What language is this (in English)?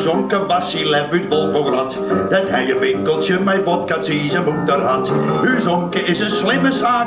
Western Frisian